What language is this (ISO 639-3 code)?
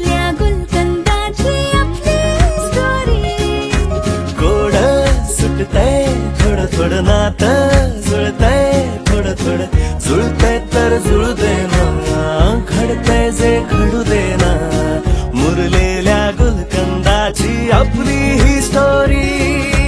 mar